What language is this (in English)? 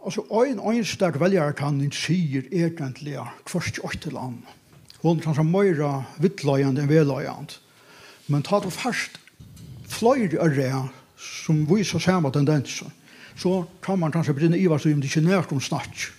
Faroese